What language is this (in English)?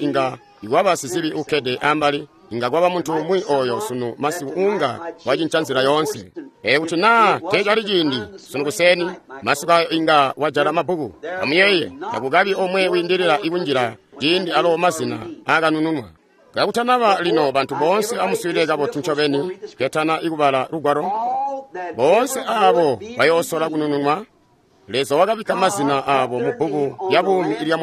Tonga (Zambia)